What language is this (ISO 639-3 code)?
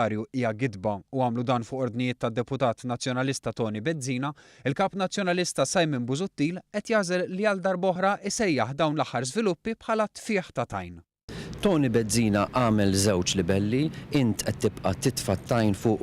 mlt